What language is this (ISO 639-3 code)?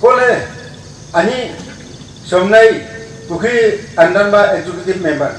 nnp